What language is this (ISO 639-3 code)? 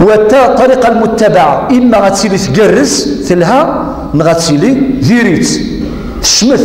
kab